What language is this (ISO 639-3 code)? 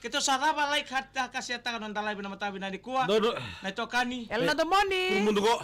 fij